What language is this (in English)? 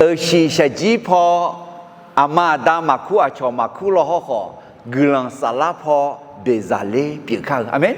Akha